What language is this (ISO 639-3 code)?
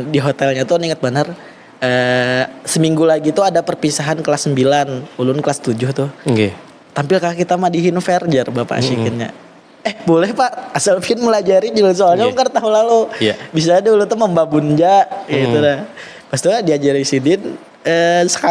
bjn